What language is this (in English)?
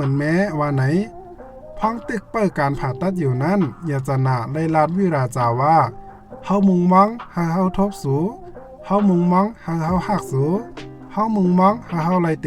Shan